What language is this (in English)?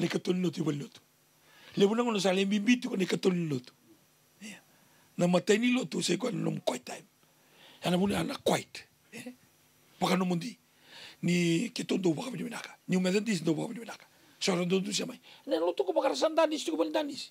Fijian